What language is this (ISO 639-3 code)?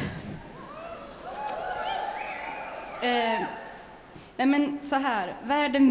swe